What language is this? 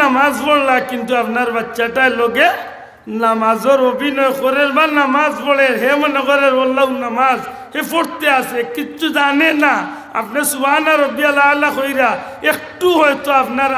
Sylheti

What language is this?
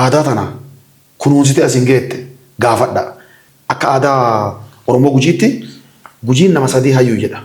Oromo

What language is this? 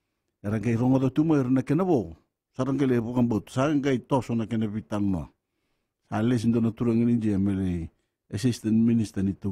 Fijian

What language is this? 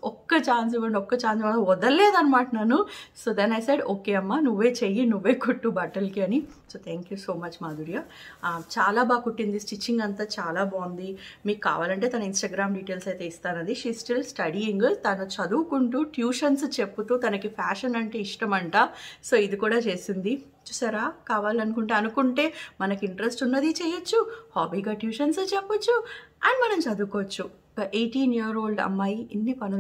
Telugu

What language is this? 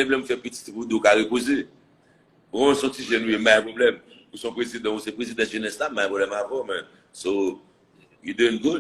Haitian Creole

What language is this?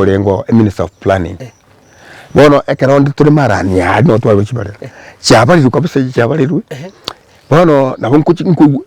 Gusii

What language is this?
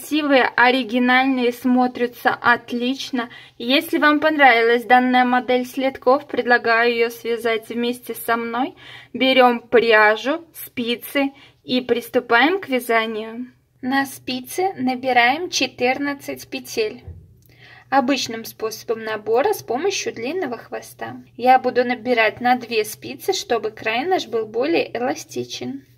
Russian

